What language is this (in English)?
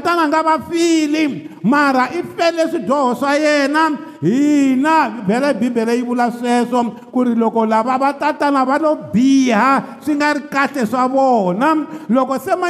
Tsonga